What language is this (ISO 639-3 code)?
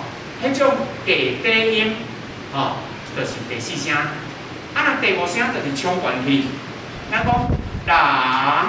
nan